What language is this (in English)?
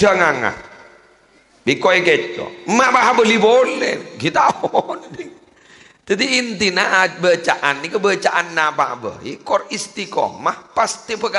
Madurese